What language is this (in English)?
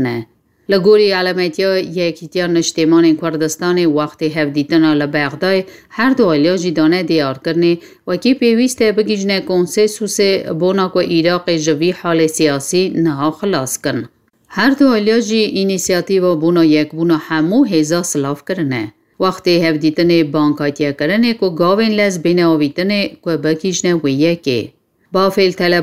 Kurdish